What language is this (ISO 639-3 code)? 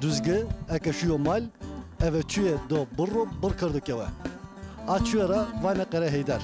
zza